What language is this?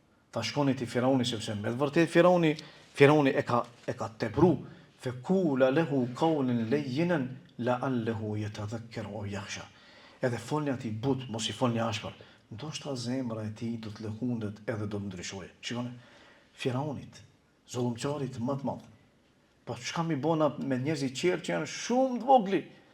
Albanian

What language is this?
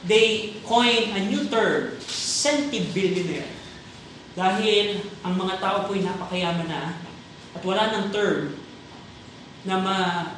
Filipino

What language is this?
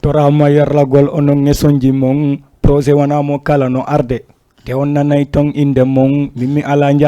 Fula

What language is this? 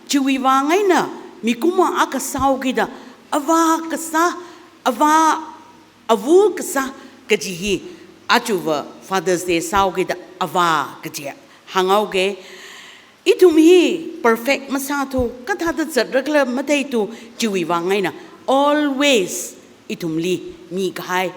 Tangkhul Naga (India)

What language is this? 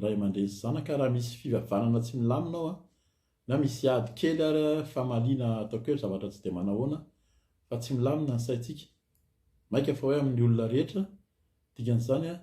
Malagasy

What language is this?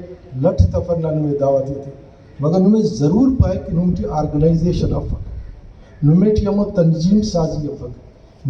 Brahui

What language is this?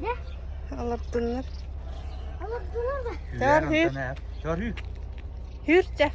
Yakut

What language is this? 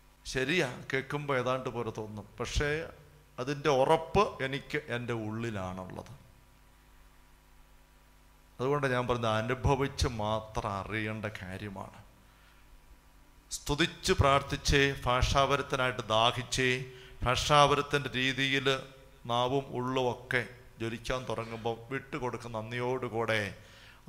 Malayalam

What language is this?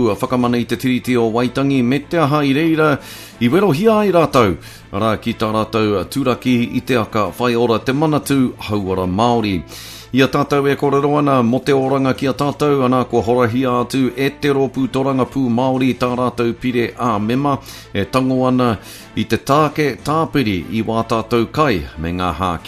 Māori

